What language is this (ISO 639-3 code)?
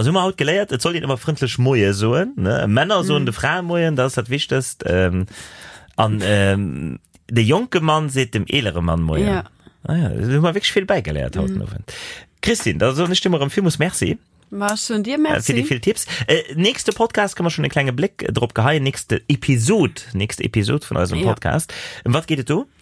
ltz